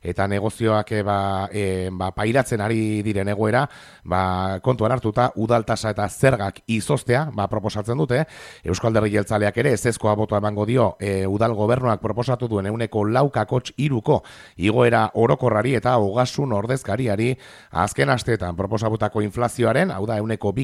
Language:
Basque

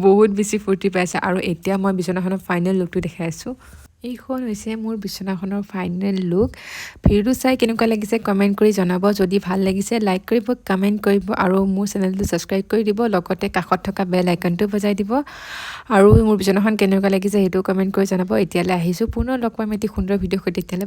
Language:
Assamese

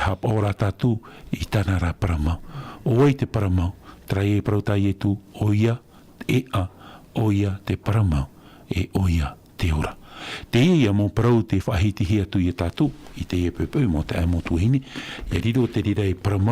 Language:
Tahitian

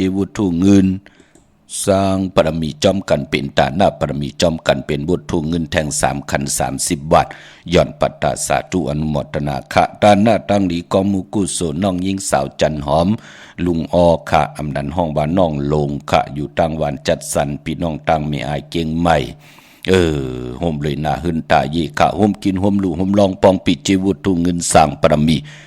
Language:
Shan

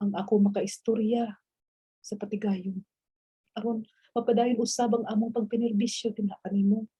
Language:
Cebuano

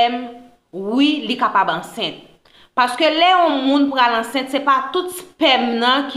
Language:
Haitian Creole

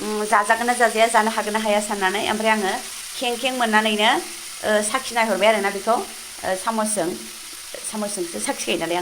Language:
Bodo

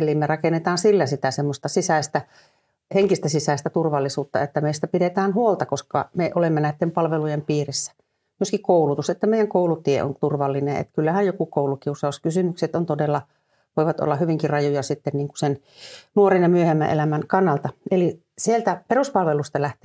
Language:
Finnish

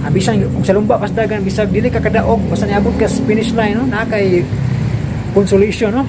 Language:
Cebuano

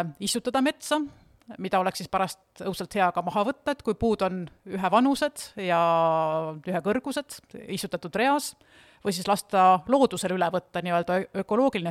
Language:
Estonian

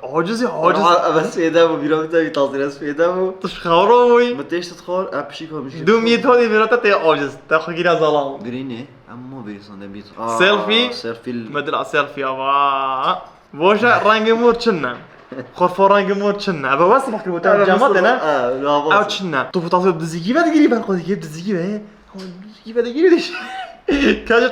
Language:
Kurdish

